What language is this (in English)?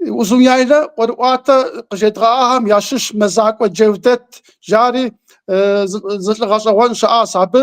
Kabardian